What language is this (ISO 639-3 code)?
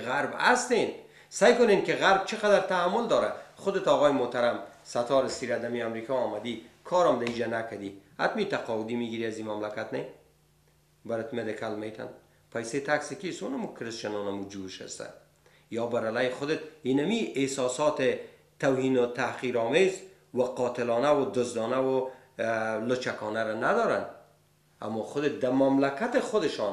fas